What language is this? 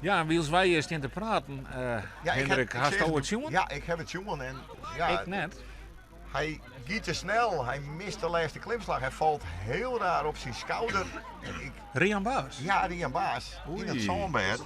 Western Frisian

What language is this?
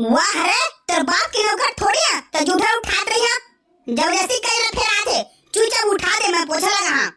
Chhattisgarhi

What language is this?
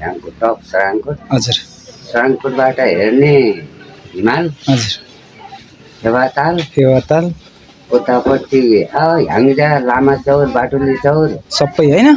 Nepali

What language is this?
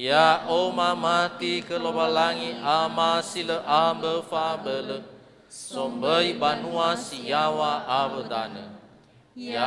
Nias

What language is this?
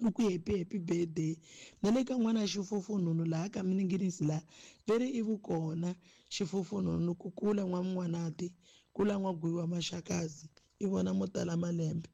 Tsonga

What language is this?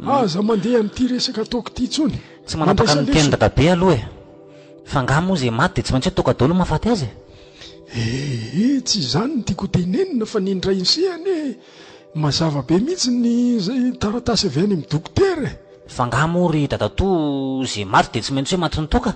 Malagasy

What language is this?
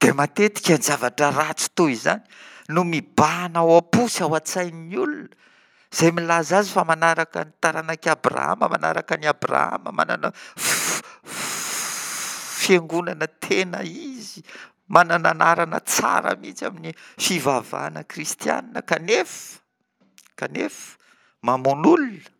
Malagasy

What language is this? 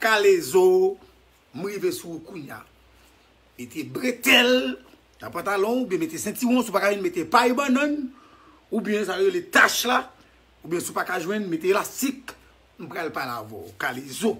Haitian Creole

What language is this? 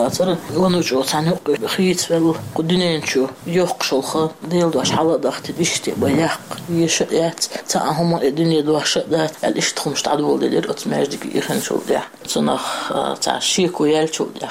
Chechen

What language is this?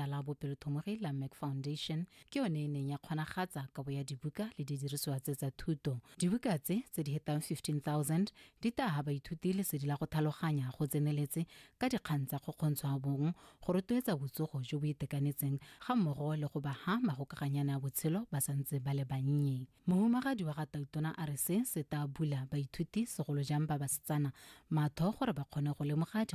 Tswana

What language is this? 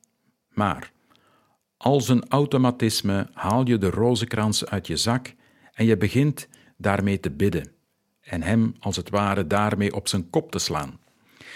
Dutch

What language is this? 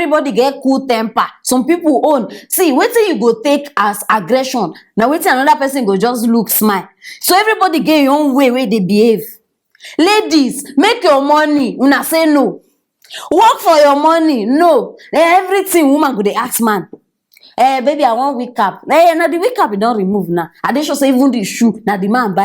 Nigerian Pidgin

